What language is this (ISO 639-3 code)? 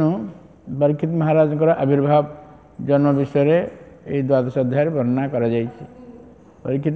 ori